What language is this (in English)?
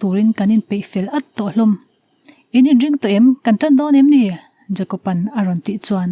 Mizo